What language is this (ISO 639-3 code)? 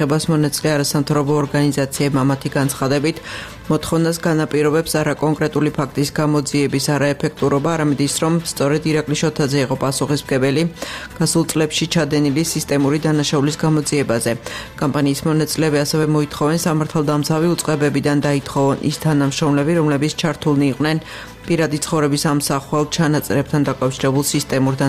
kat